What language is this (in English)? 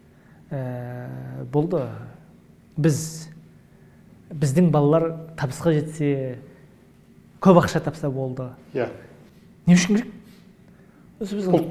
Kazakh